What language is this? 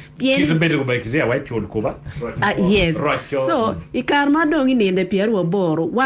Acoli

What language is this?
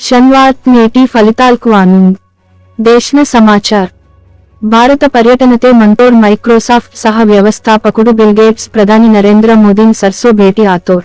Gondi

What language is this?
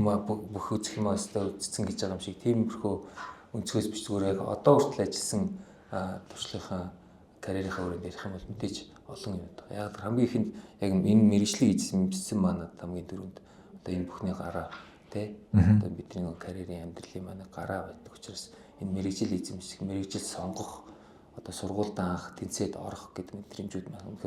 Mongolian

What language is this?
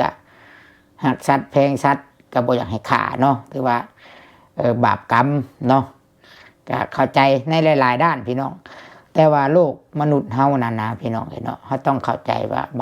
Lao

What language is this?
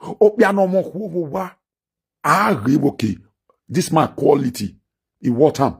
Nigerian Pidgin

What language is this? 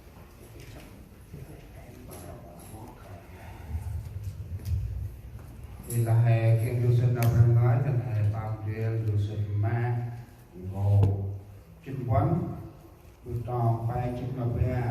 Central Mnong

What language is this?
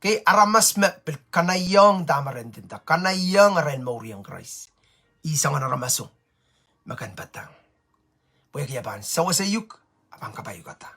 Pohnpeian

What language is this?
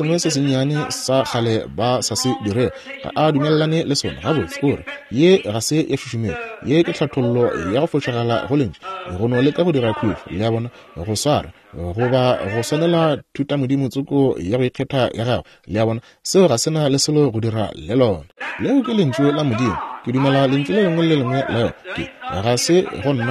Northern Sotho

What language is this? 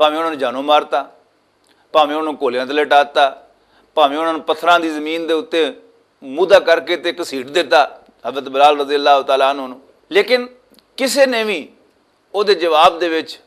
Western Panjabi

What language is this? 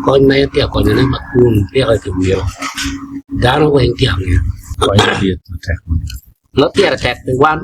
Acoli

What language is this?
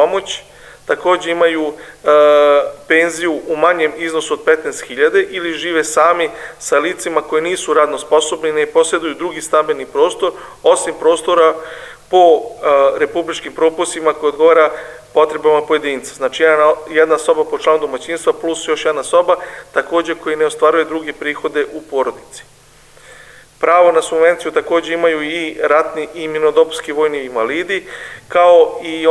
Serbian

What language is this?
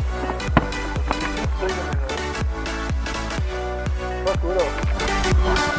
German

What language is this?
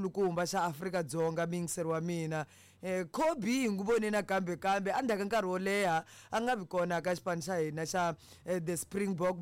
Tsonga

